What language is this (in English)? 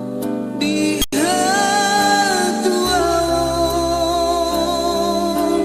Batak Toba